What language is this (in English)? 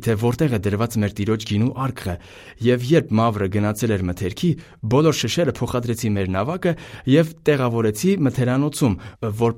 Armenian